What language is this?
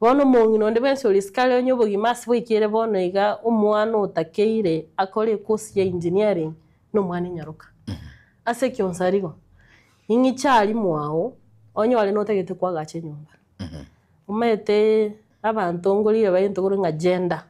Gusii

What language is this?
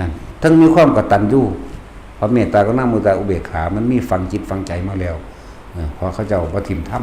Northeastern Thai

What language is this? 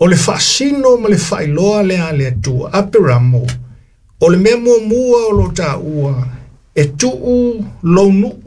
Samoan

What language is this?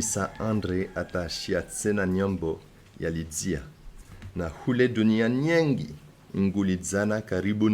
Comorian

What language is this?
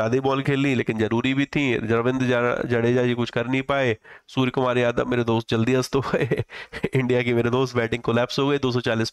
Hindi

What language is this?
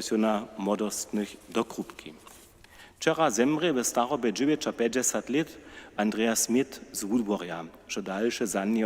Upper Sorbian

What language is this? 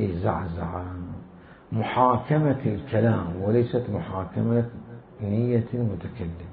Mesopotamian Arabic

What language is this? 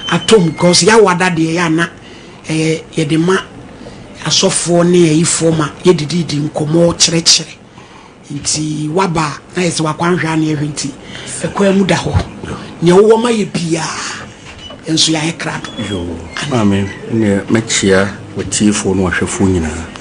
Akan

